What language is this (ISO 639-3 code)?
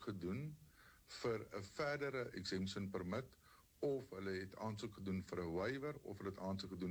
afr